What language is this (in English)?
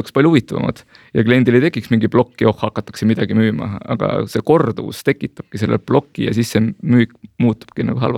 Estonian